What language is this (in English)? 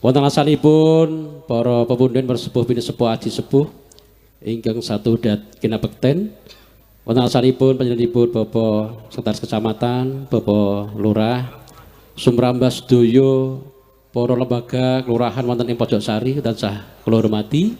Javanese